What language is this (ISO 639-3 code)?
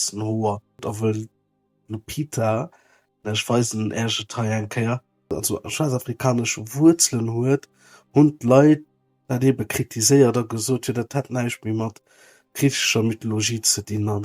ltz